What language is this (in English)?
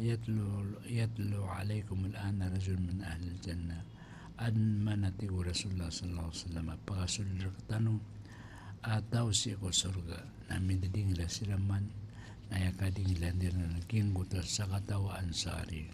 Maranao